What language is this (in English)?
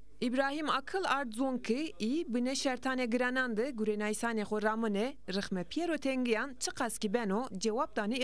Zaza